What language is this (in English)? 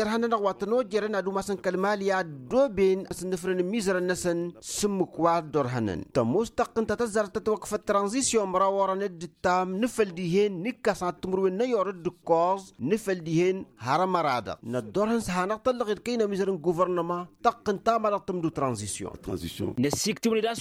Tamasheq